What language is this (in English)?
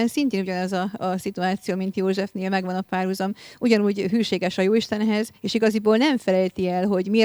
Hungarian